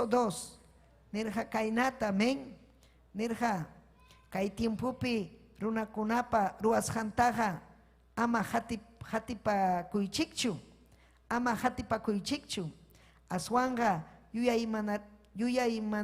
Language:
Ayacucho Quechua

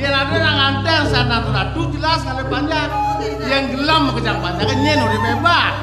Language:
Balinese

